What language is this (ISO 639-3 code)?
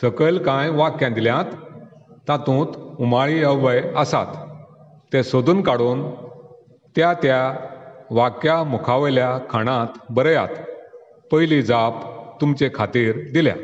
kok